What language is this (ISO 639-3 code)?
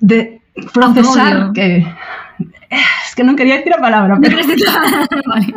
glg